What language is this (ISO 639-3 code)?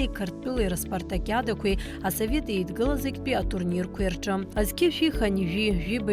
abk